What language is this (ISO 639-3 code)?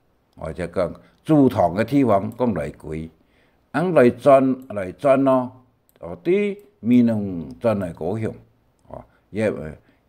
hak